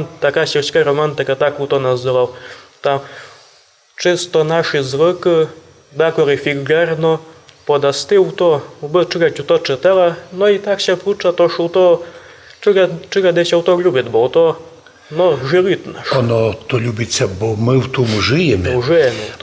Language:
Rusyn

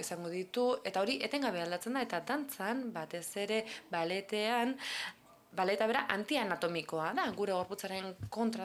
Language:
Basque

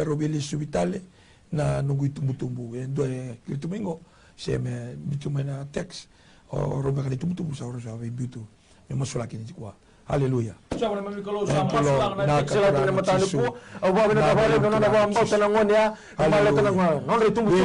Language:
Fijian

